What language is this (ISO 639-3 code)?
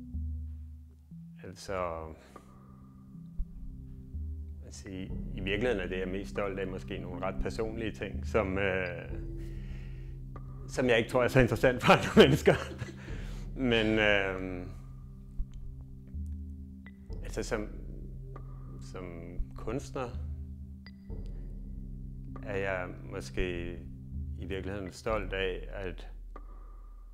dan